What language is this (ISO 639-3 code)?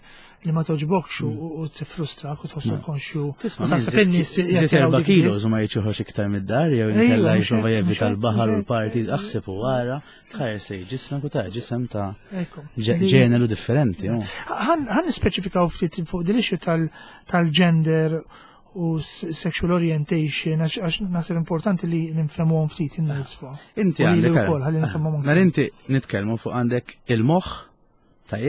mlt